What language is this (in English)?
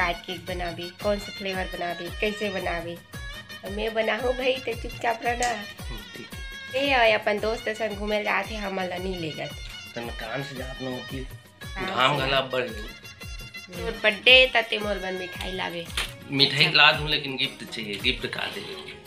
Chhattisgarhi